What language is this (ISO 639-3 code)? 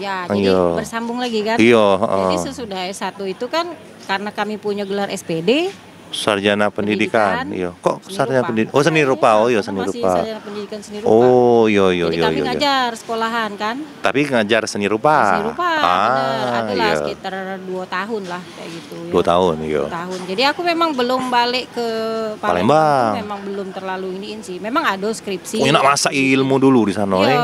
mui